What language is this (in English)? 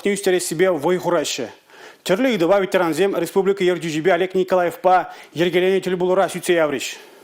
Chuvash